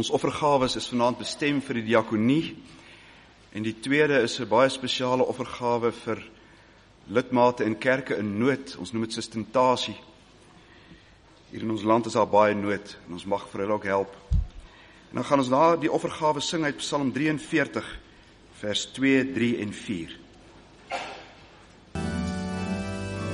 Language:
Afrikaans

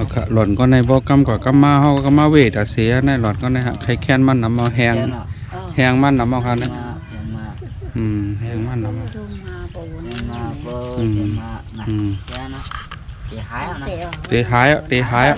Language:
Shan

